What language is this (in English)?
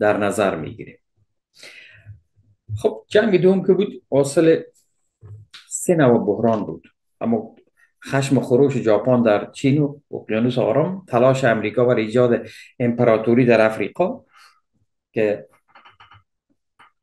Persian